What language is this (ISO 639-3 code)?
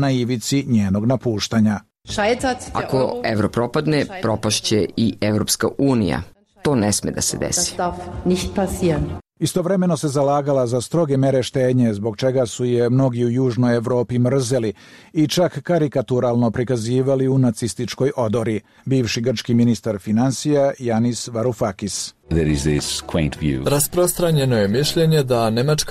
srp